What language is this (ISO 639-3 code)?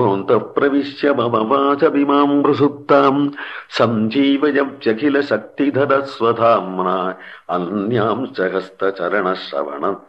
san